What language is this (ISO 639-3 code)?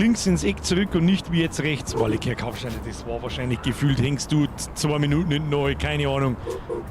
bar